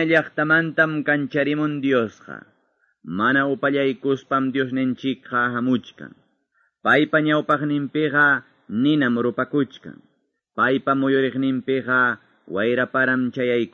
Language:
Quechua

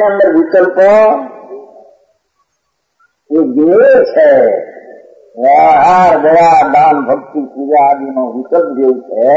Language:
Gujarati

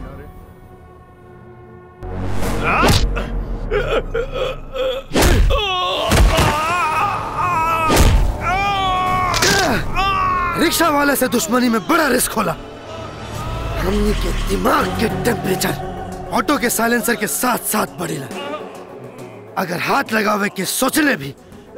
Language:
Bhojpuri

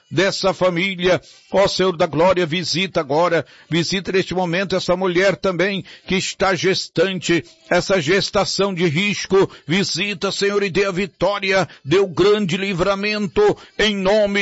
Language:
Portuguese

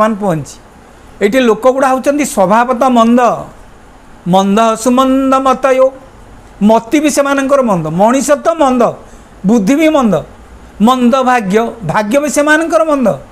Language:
Odia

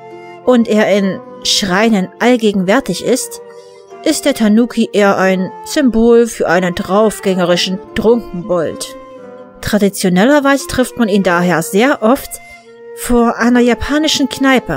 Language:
German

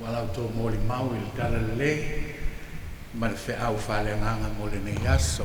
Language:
Samoan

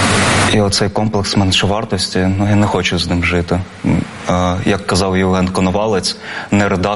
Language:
Ukrainian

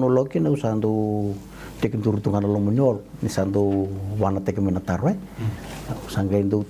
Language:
Fijian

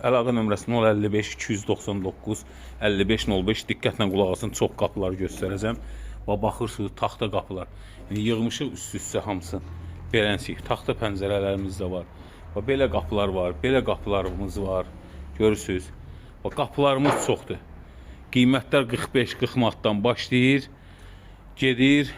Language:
Azerbaijani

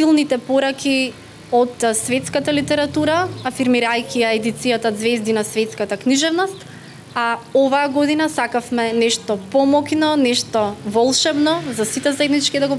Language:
Macedonian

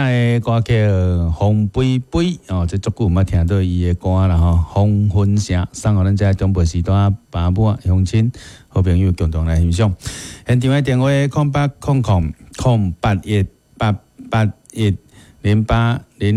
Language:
Min Nan Chinese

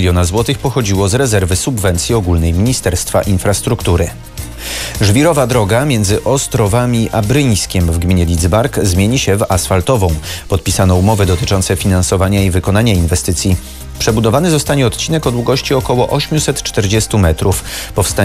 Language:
Polish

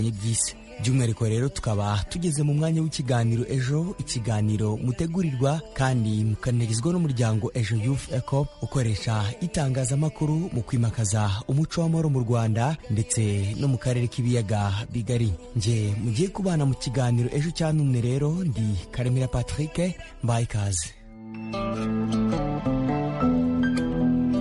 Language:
Kinyarwanda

